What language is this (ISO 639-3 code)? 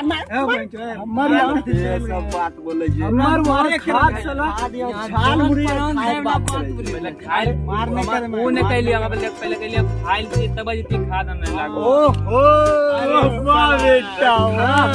mai